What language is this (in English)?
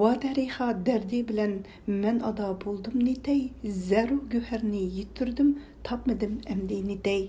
Uyghur